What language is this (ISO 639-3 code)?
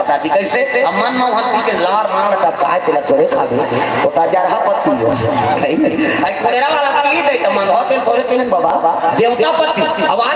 hne